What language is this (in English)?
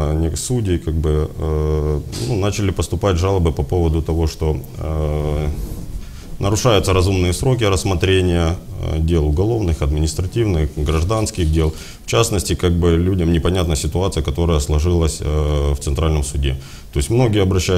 Russian